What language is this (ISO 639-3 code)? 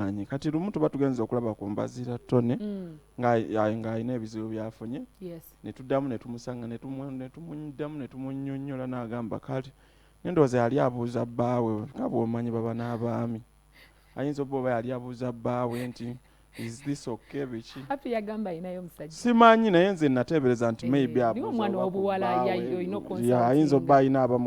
lug